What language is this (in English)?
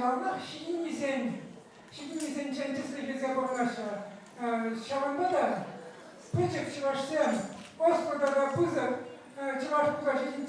Chuvash